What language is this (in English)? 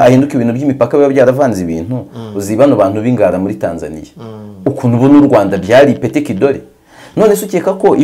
Kinyarwanda